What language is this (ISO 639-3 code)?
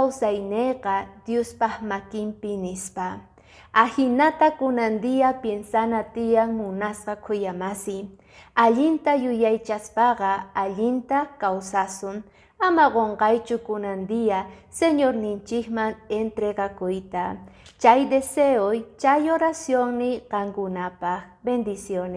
que